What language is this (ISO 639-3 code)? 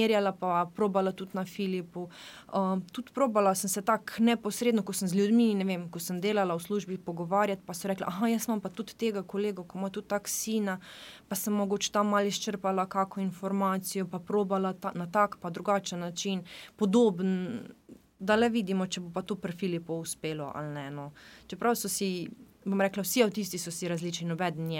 slv